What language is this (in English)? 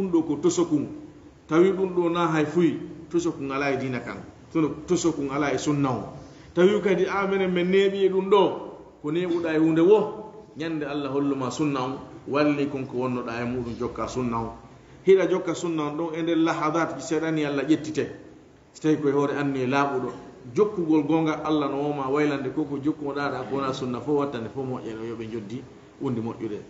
Fula